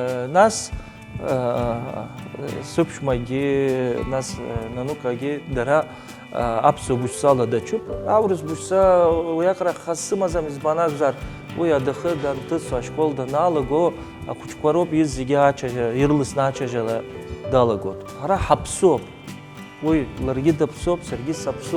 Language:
Abkhazian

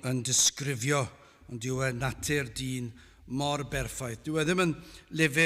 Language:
Welsh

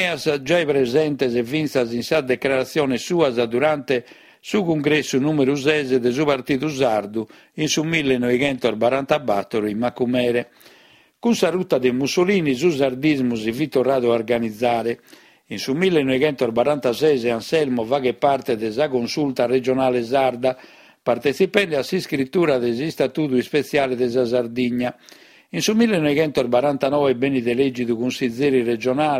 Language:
Sardinian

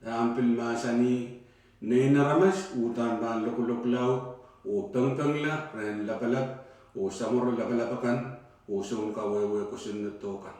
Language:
Pohnpeian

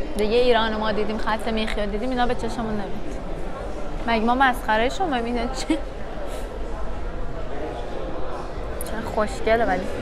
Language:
Persian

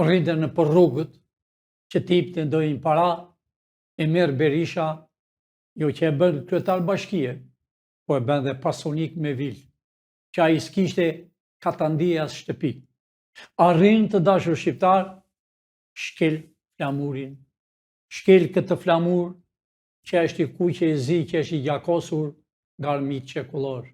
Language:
Albanian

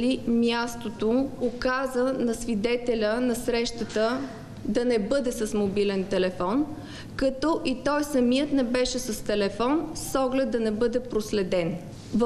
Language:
Bulgarian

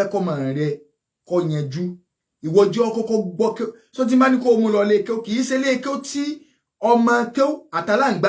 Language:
Yoruba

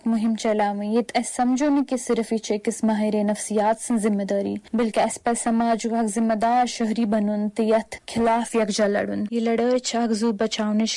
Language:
Kashmiri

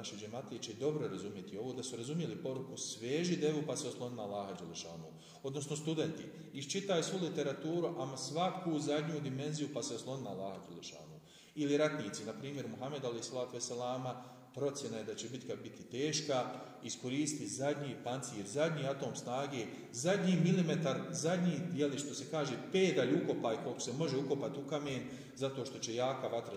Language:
Bosnian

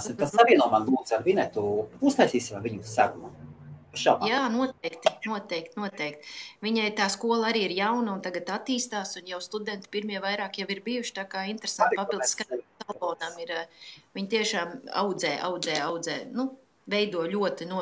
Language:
Latvian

